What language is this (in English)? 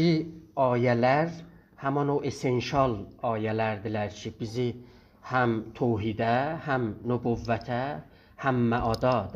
South Azerbaijani